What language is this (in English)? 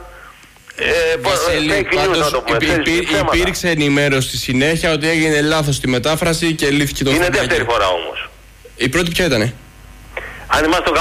Greek